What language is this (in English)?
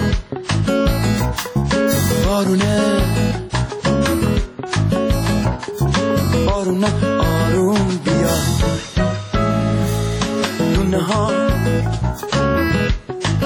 Persian